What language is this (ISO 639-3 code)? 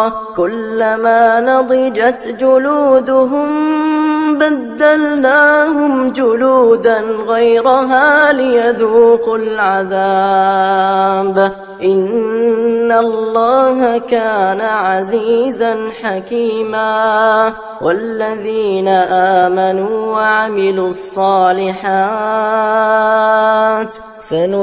ara